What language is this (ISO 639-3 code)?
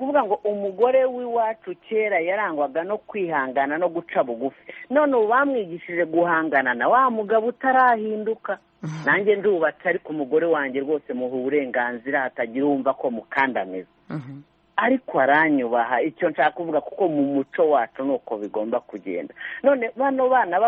kin